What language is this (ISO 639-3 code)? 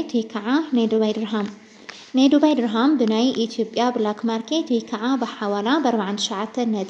tir